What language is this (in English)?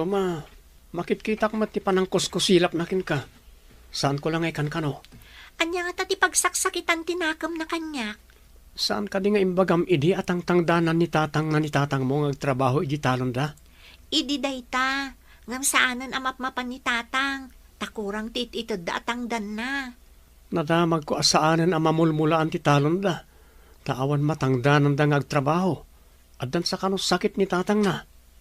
Iloko